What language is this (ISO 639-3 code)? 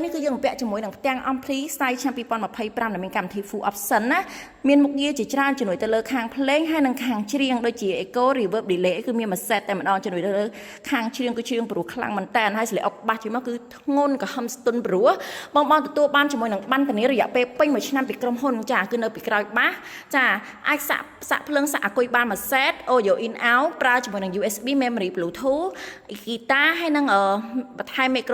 khm